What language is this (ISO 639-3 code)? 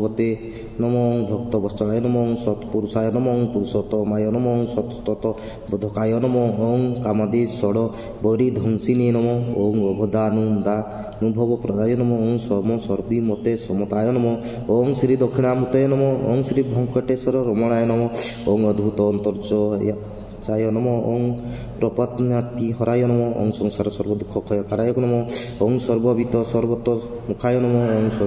san